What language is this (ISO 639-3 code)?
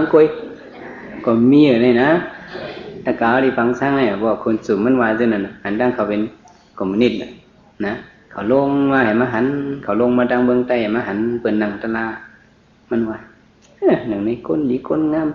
shn